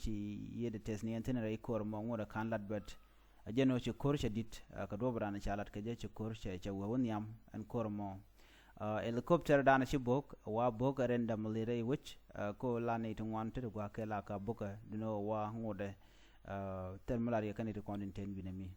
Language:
Nuer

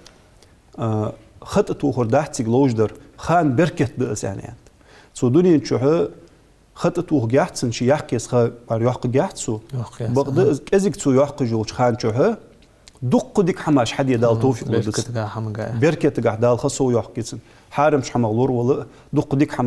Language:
Ingush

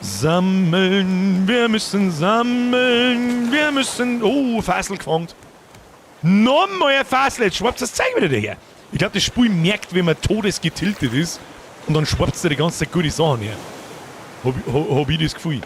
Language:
Bavarian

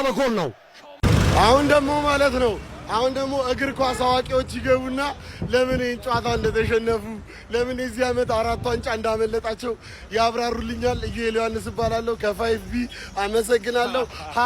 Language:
Amharic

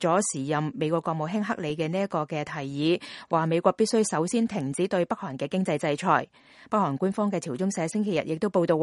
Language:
Cantonese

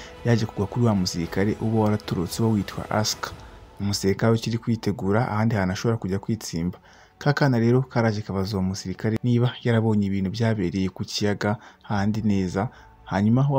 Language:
Kinyarwanda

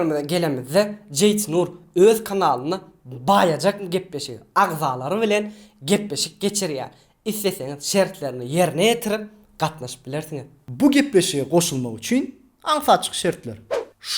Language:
Turkmen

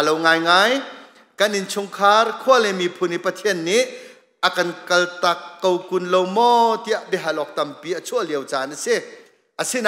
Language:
Hakha Chin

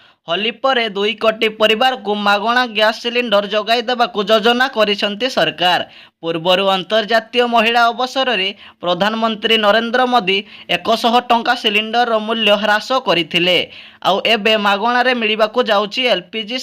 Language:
Odia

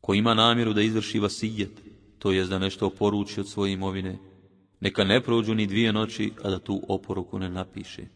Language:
Bosnian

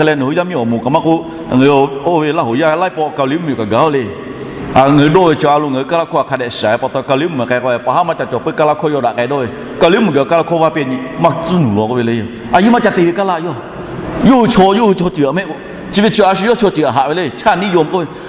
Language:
Lahu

